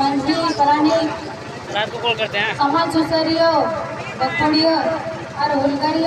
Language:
Santali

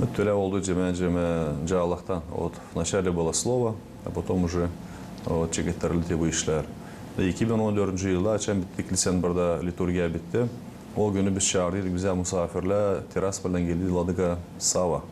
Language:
Gagauz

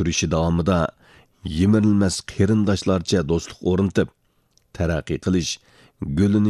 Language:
Uyghur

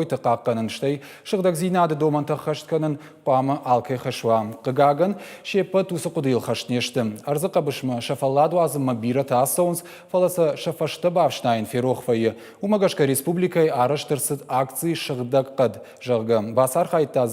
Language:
Ossetic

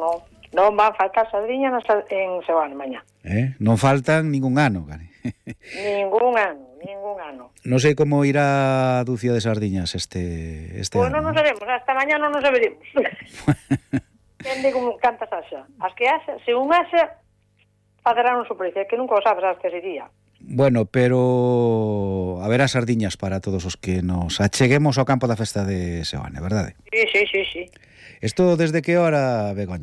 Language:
Galician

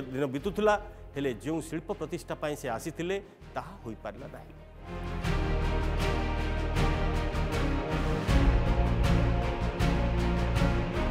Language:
Odia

